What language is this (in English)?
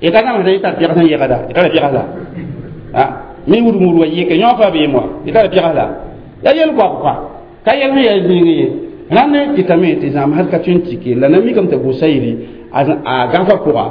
Mossi